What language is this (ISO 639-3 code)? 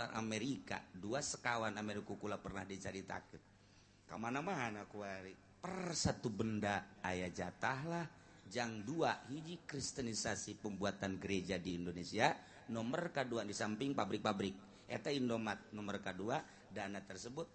sun